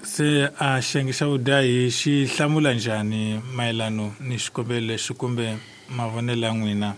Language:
Tsonga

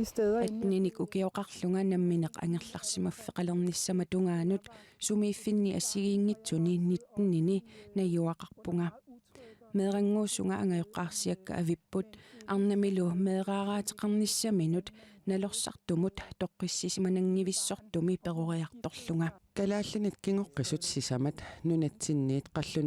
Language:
Kalaallisut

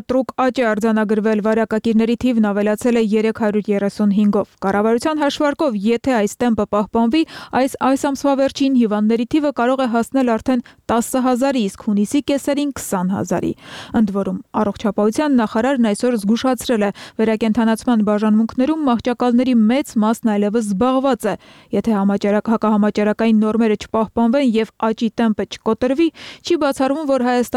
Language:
Armenian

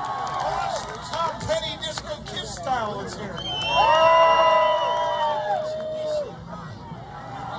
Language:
English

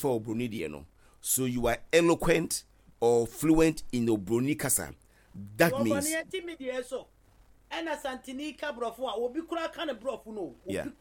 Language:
Akan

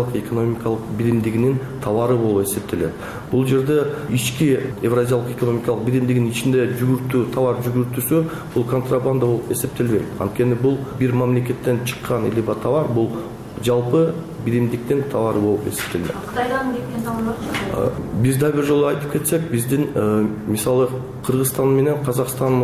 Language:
Kyrgyz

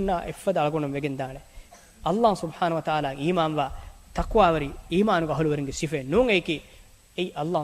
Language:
Divehi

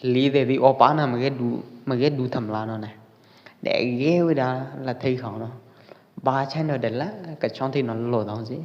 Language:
Pwo Eastern Karen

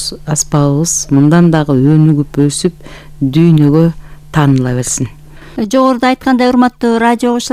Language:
Kyrgyz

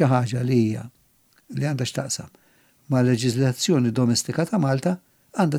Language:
Maltese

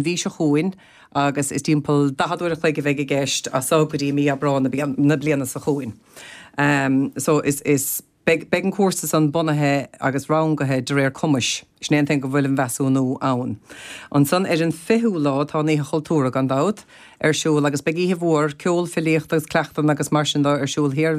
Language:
Irish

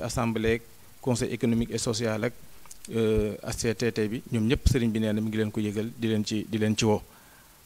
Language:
Wolof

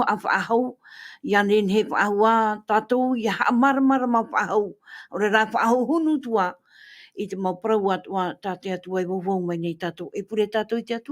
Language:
Tahitian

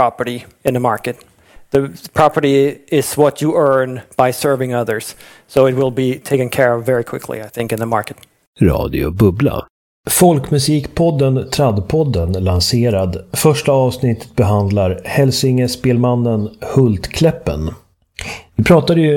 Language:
Swedish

